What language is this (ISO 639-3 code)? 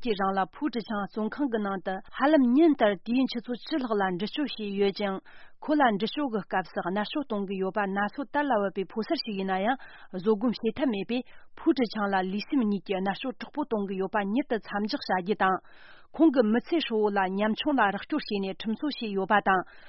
bod